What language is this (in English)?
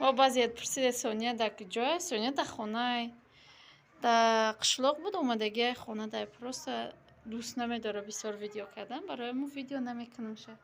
Tajik